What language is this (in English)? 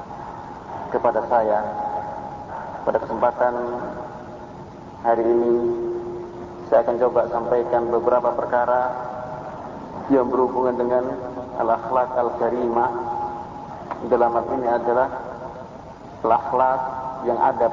Indonesian